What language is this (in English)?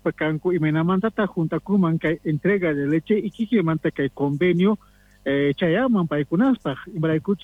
Quechua